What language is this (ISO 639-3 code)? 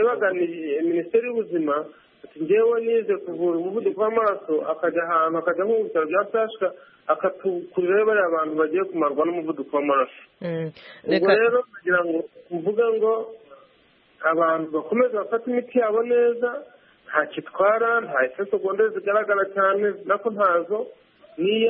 kin